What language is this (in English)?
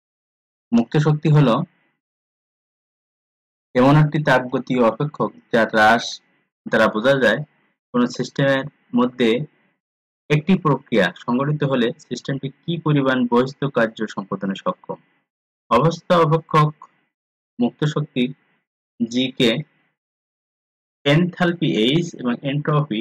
Bangla